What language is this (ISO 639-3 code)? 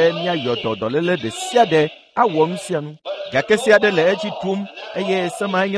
ewe